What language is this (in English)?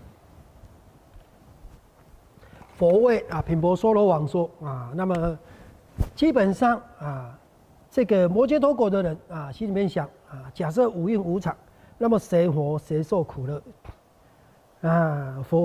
Chinese